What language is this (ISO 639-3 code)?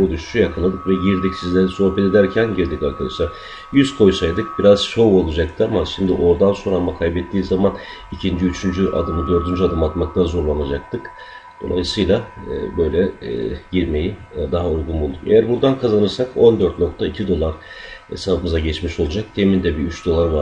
tur